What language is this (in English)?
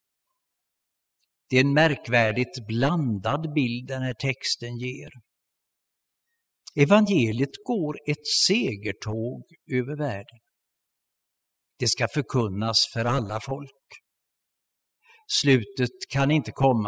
Swedish